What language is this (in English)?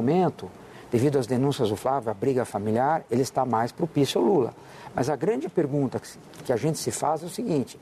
Portuguese